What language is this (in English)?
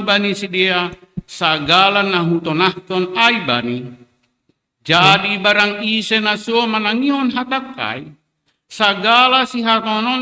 Batak Simalungun